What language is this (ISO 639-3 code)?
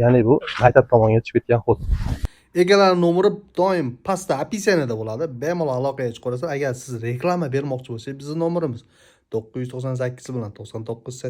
uzb